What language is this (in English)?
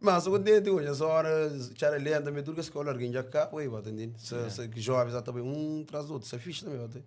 Kabuverdianu